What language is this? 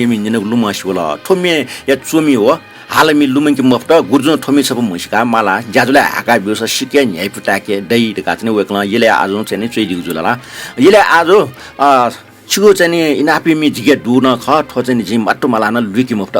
Newari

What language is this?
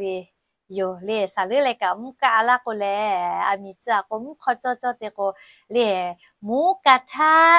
Lahu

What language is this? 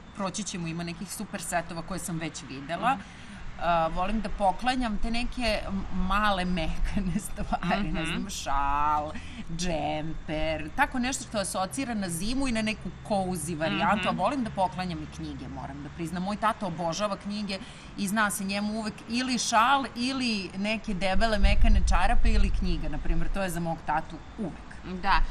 Serbian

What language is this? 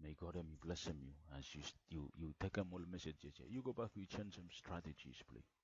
Bislama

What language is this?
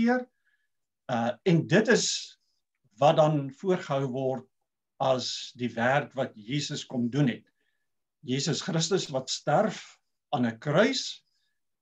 Afrikaans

